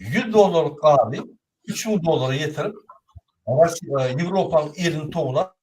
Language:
Turkmen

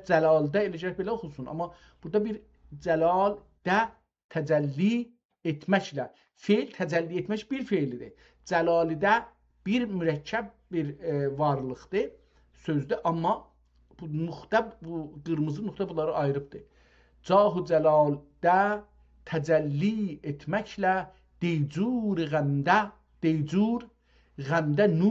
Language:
South Azerbaijani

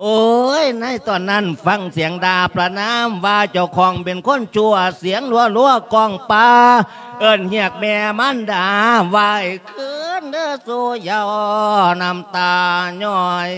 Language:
Lao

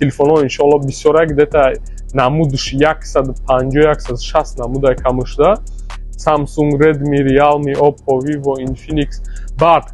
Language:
Tajik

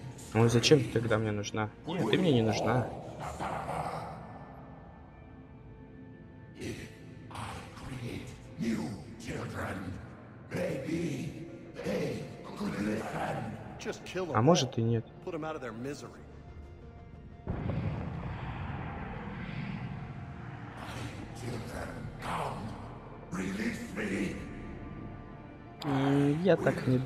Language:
Russian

